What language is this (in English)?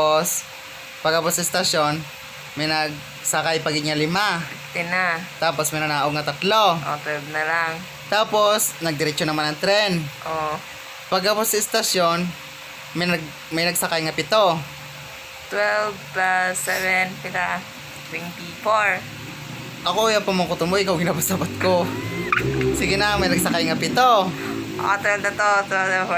Hiligaynon